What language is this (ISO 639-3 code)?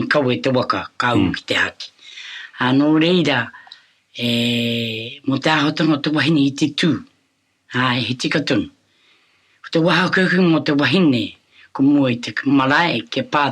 mri